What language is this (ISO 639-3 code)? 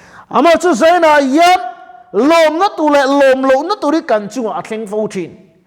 lus